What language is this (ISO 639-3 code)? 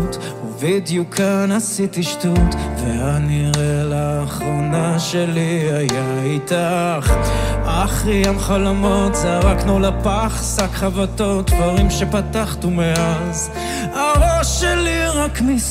heb